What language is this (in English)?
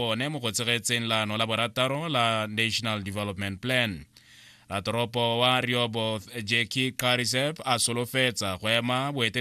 Tswana